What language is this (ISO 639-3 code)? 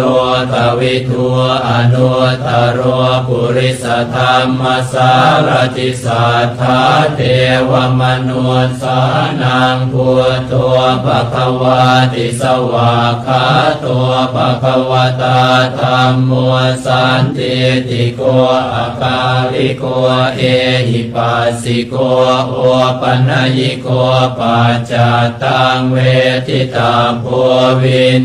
pli